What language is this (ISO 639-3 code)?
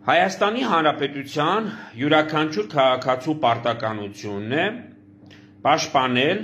hye